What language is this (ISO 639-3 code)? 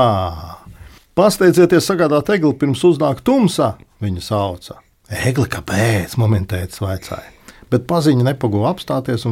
lav